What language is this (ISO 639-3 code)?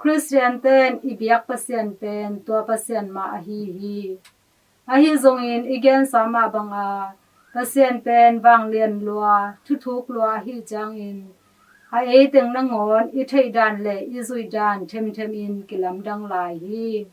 ctd